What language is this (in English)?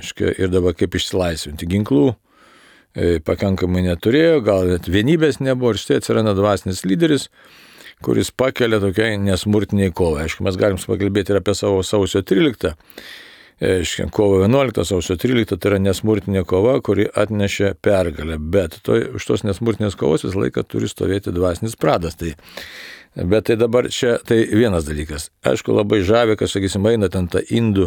Lithuanian